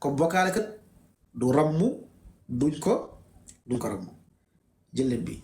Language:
Wolof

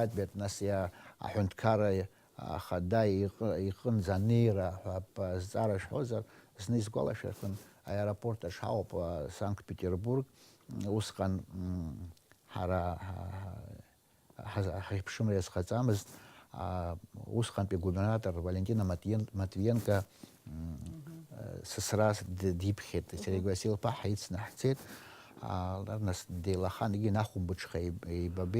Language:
Abkhazian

